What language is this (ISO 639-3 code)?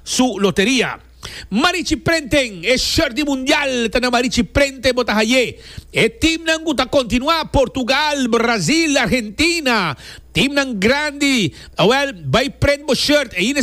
pap